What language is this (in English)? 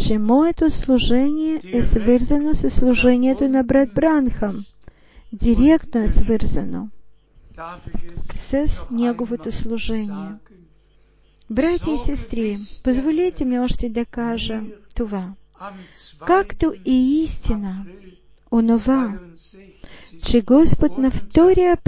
Bulgarian